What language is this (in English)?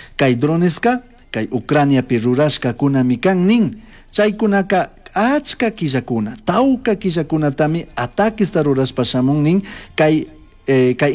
Chimborazo Highland Quichua